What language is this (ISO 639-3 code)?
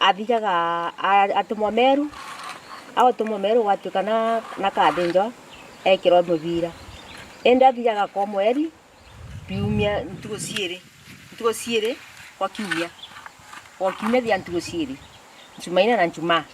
mer